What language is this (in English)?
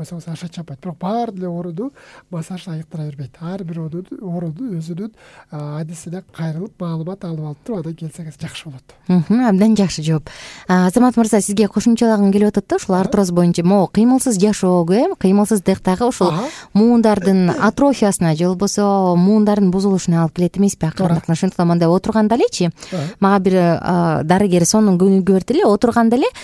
Kyrgyz